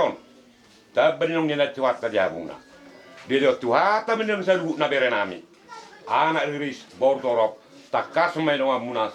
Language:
Batak Toba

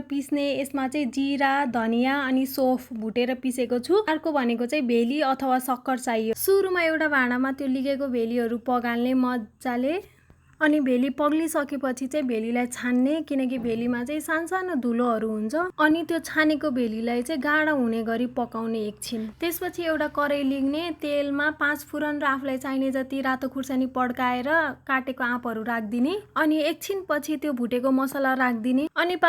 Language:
Nepali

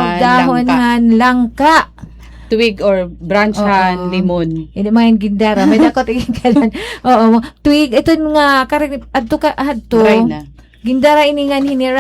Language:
Waray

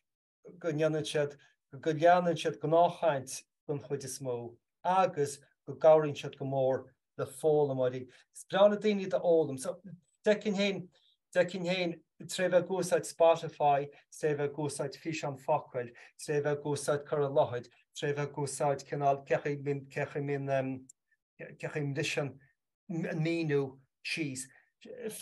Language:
Irish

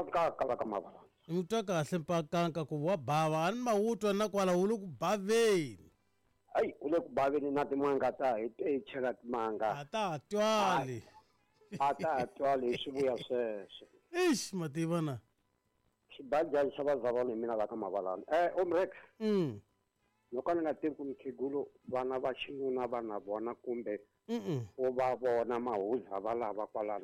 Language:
Tsonga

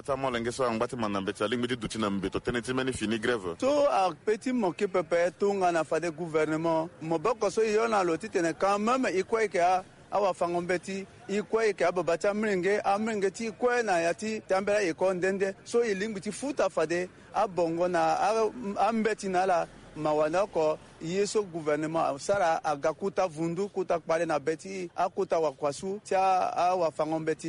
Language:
Sango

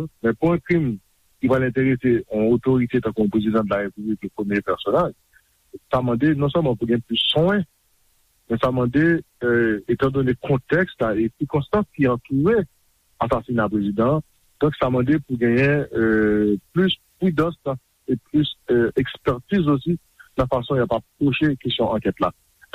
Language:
Haitian Creole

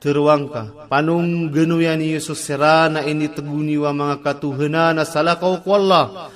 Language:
Maranao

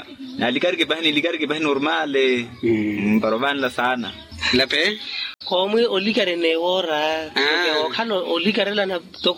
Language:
Makhuwa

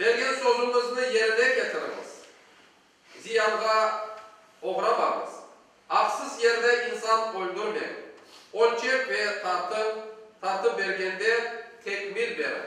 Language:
Crimean Tatar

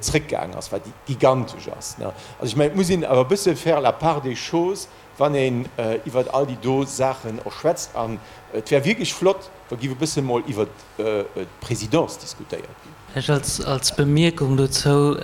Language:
Luxembourgish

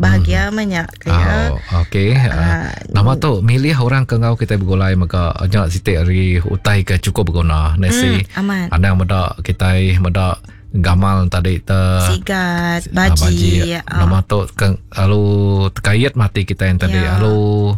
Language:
Iban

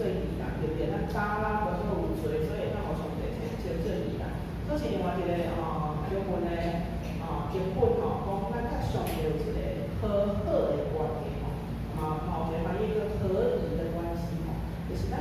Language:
Min Nan Chinese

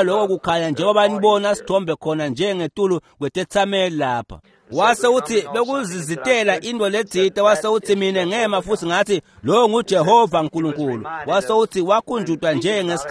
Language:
Swati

